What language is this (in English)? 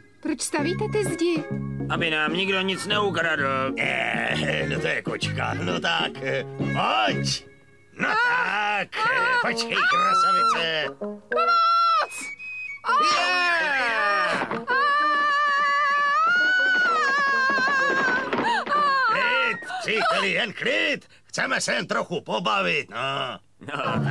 Czech